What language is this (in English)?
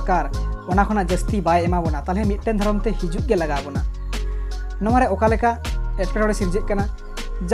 Santali